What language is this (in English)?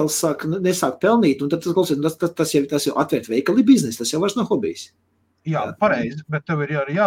Latvian